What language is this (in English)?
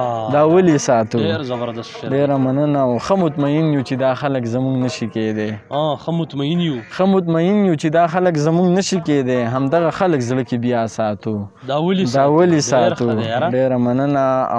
Pashto